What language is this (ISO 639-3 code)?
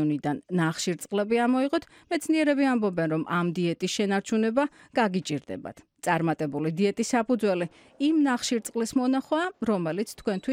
kat